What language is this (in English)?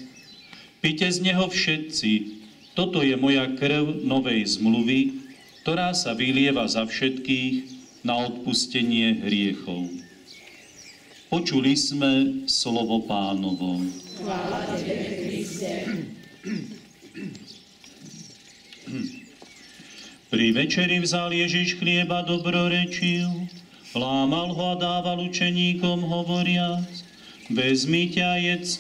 Slovak